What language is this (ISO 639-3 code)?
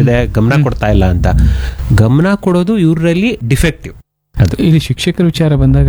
kan